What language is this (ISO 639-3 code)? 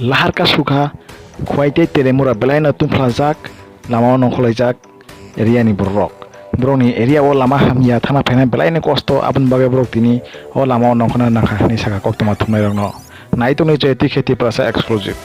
trp